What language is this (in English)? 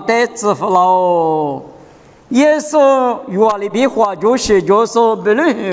Lisu